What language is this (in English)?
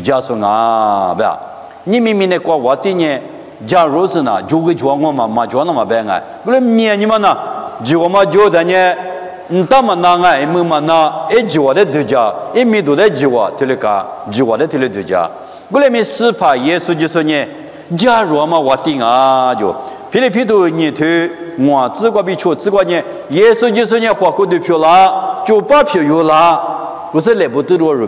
Lisu